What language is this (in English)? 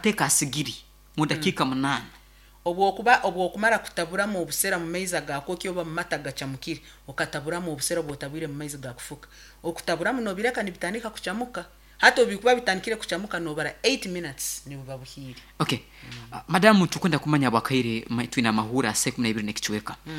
Nyankole